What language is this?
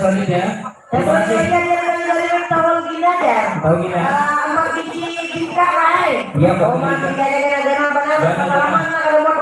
Banjar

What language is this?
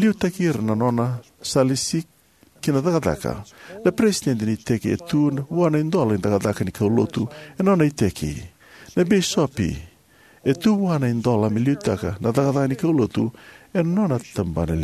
Fijian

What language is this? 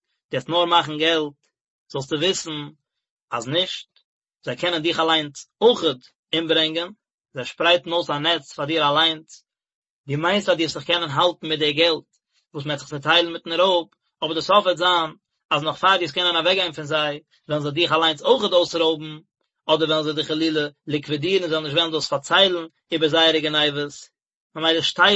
Yiddish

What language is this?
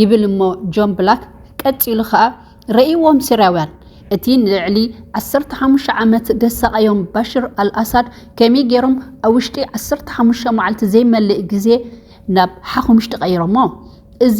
Tigrinya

